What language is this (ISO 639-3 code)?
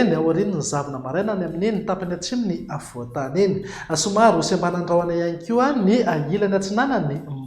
mlg